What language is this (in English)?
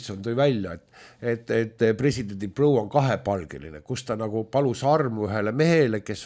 Estonian